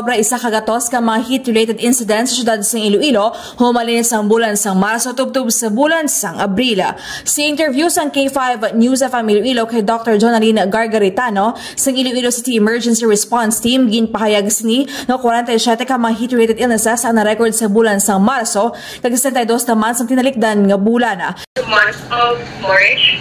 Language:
Hiligaynon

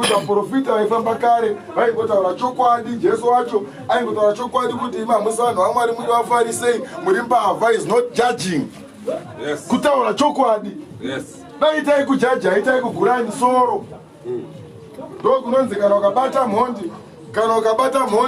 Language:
Shona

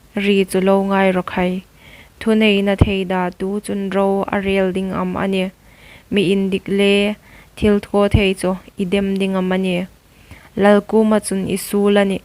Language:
Hmar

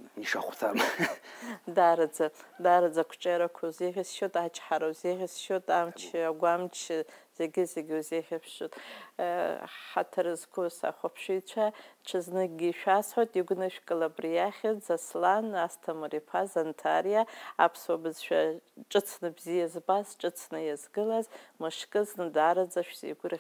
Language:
Abkhazian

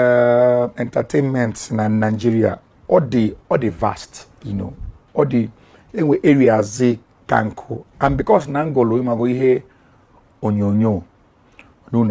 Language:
Igbo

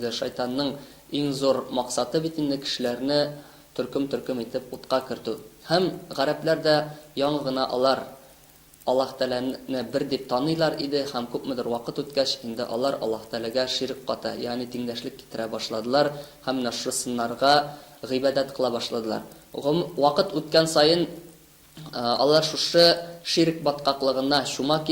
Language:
Tatar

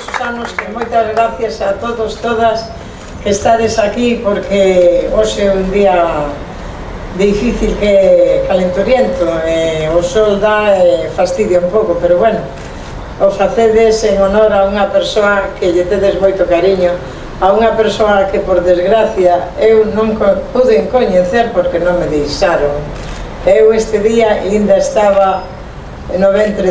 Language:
Galician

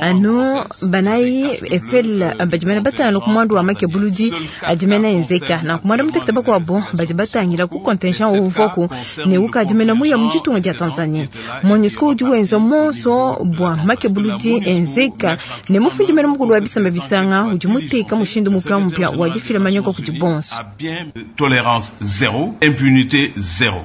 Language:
Luba-Lulua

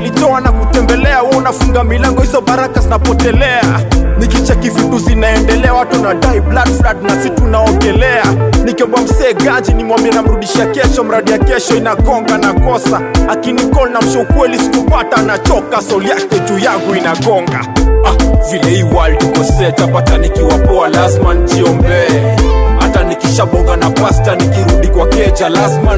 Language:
Swahili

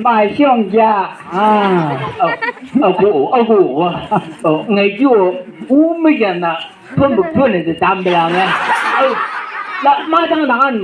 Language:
Chang Naga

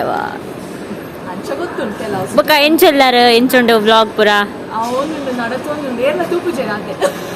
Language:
Tulu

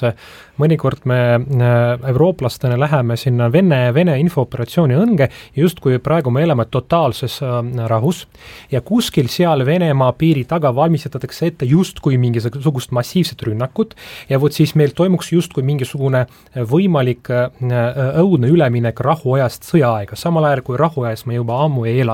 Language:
Estonian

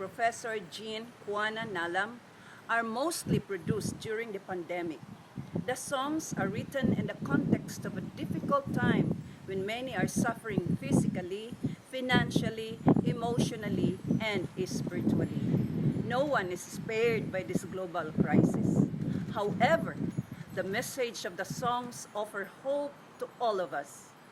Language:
Cebuano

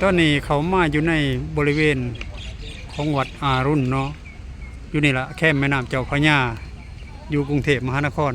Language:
Lao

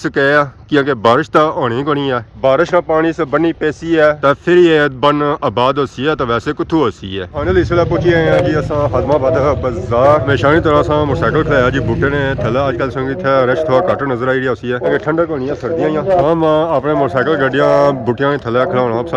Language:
Pahari-Potwari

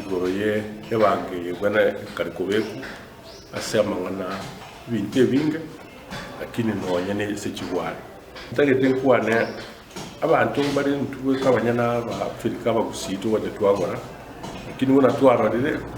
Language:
Gusii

